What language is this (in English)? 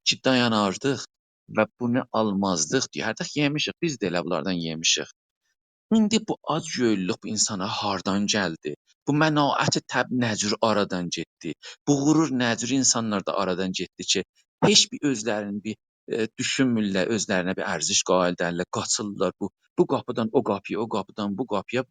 South Azerbaijani